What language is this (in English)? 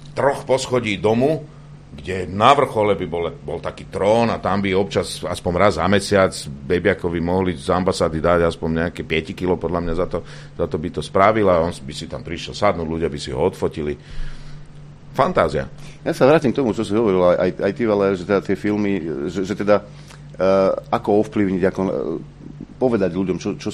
Slovak